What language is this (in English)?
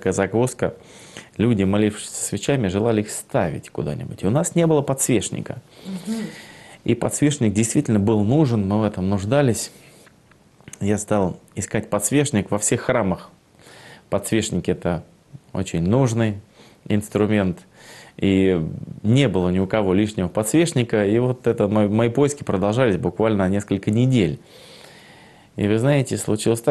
Russian